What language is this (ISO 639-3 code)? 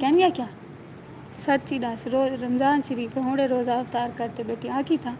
skr